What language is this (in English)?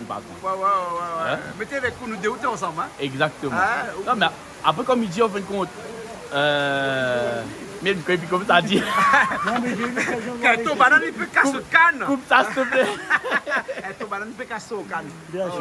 Réunion Creole French